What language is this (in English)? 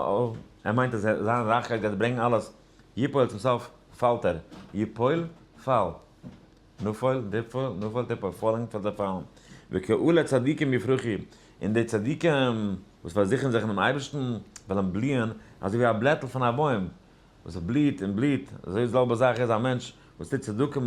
Yiddish